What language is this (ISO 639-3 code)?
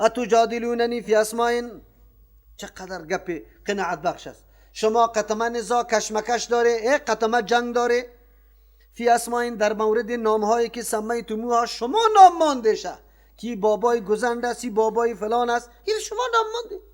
fas